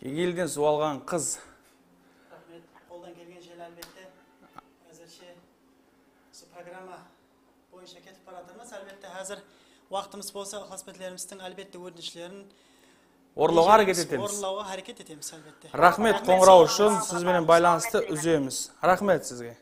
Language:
Kara-Kalpak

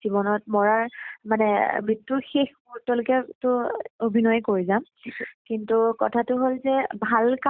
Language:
Assamese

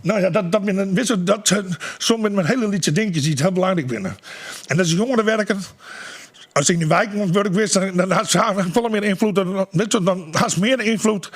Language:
Western Frisian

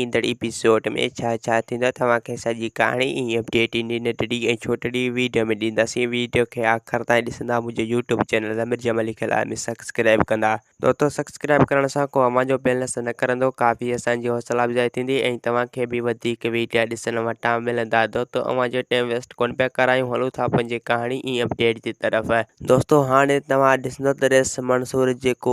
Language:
Sindhi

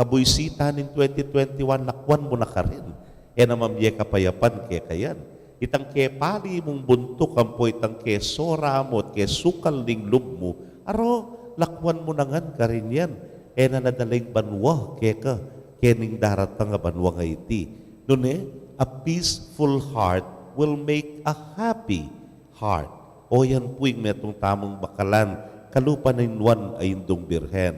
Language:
Pampanga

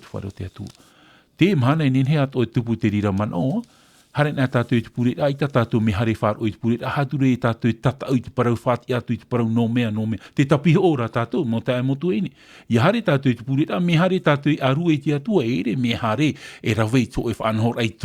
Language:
Tahitian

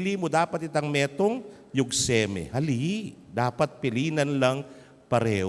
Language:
Pampanga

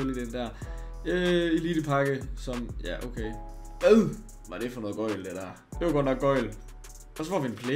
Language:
Danish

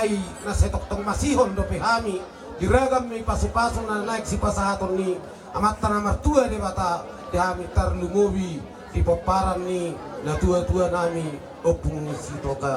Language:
Batak Toba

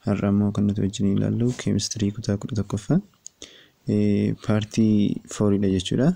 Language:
Oromo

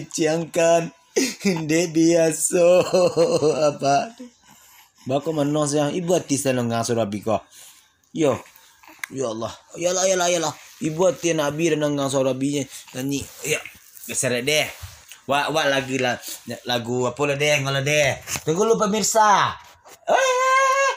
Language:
Minangkabau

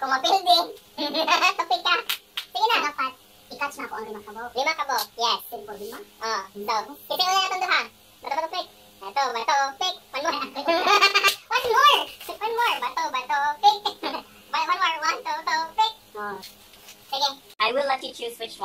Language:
Cebuano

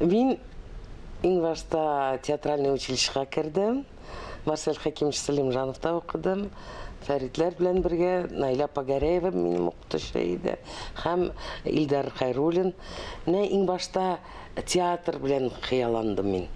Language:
Tatar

